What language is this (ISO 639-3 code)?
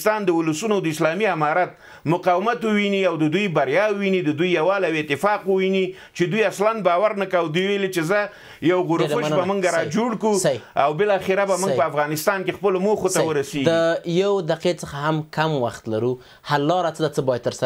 pus